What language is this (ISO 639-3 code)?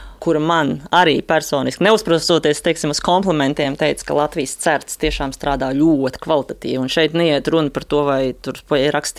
lav